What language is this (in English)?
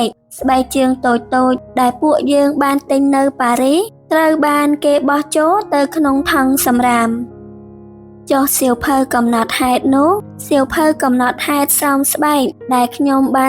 Khmer